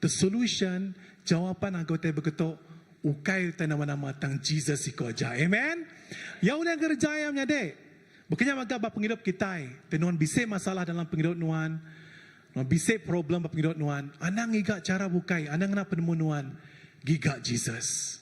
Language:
Iban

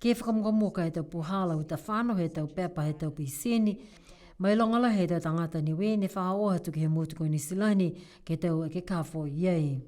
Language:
Niuean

